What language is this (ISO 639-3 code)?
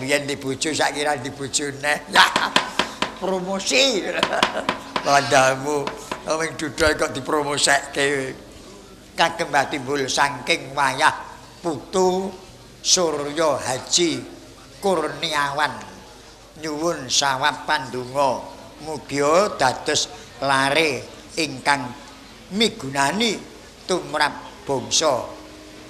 jav